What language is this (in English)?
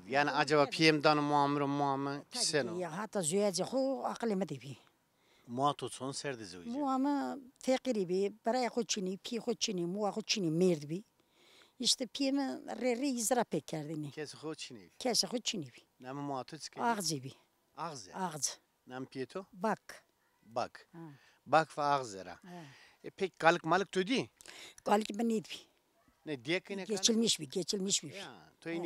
Zaza